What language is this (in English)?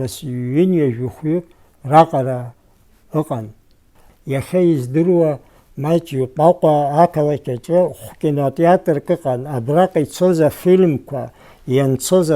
Abkhazian